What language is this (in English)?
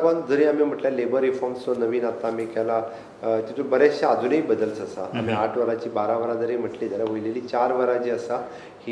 Konkani